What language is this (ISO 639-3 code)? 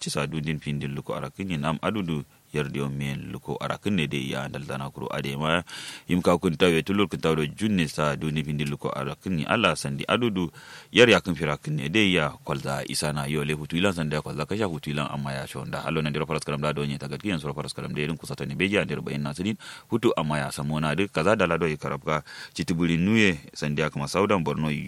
kau